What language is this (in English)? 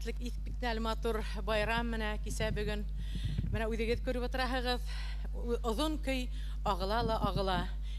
Bashkir